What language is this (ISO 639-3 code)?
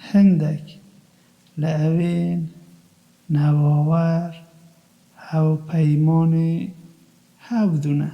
kur